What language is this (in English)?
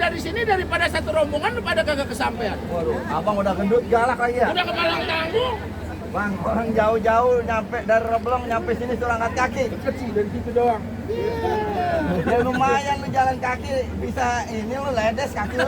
Betawi